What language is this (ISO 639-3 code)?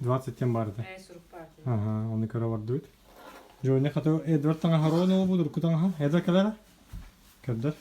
sah